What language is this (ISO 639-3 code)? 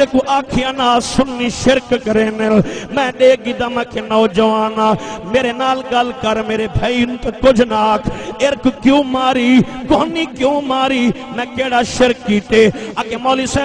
skr